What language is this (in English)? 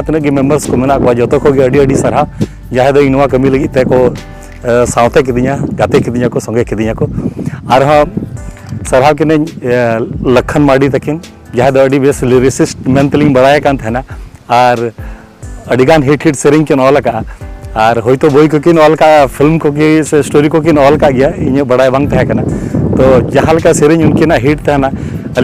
Santali